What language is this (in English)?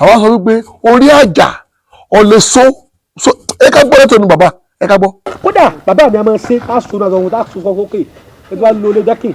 Yoruba